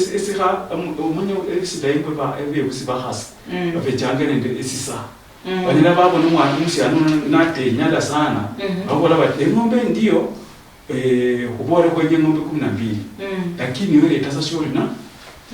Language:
Luyia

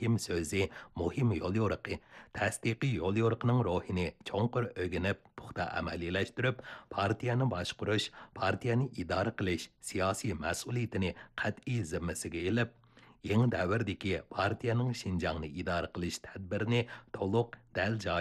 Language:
Uyghur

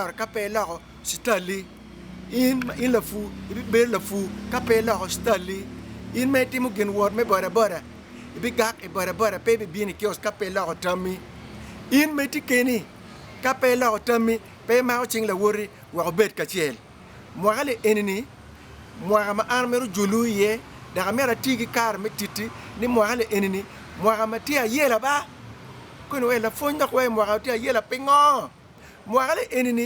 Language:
Acoli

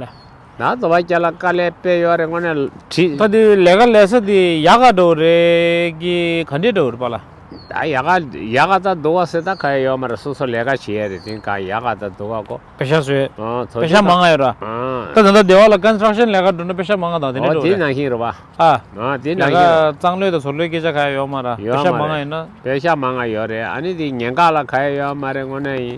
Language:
Tibetan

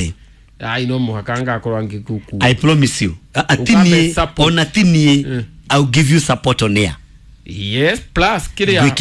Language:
Kikuyu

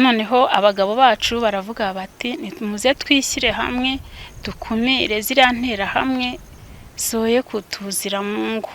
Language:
Kinyarwanda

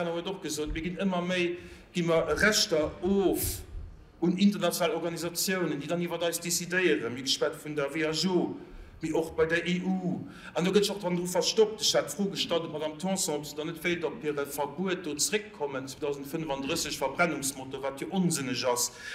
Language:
Luxembourgish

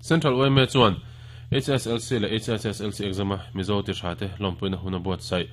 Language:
Mizo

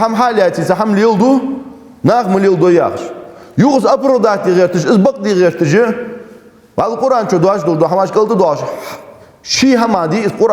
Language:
Ingush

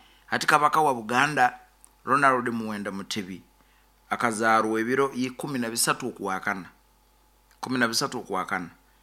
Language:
Nyoro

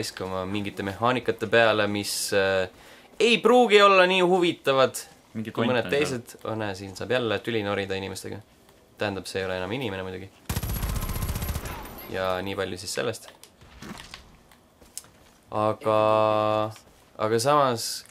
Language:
Estonian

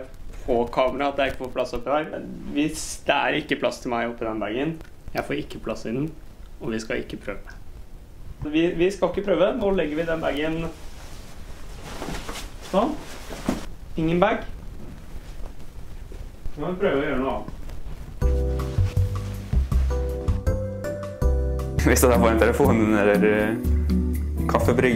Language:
Norwegian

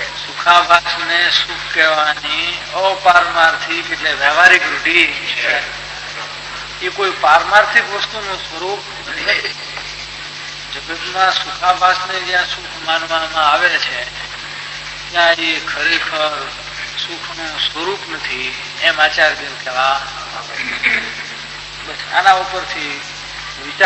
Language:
Gujarati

